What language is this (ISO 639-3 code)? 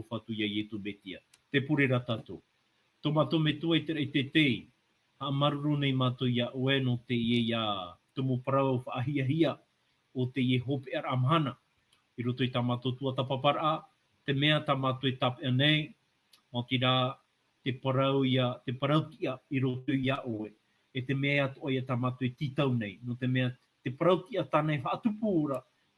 tah